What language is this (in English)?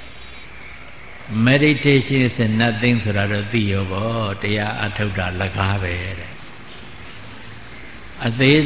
Burmese